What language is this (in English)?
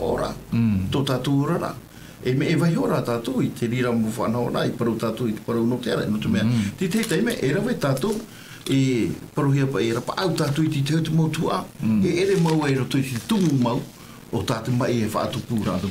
Tahitian